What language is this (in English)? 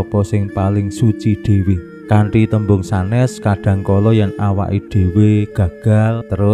Javanese